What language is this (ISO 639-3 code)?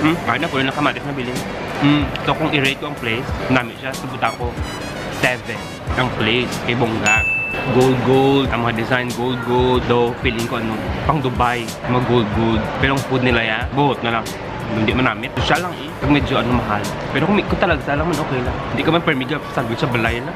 hil